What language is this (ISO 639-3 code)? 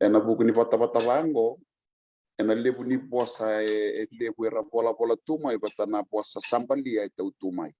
fij